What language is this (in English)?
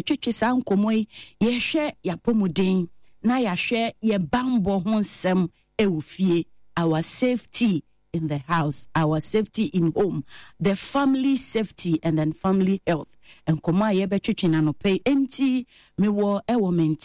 Akan